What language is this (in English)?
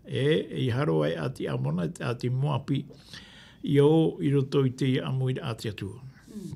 Tahitian